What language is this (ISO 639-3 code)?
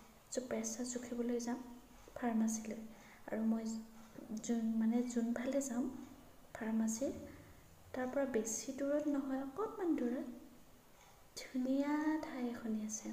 asm